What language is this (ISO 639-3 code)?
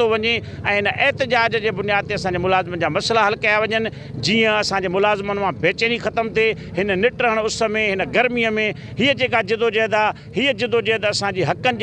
snd